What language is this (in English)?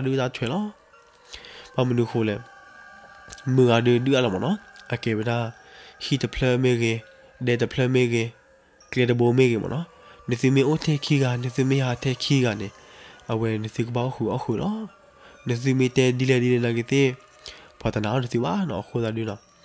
S'gaw Karen